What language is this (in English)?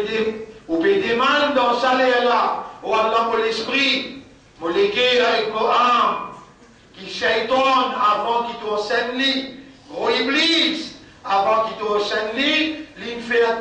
Morisyen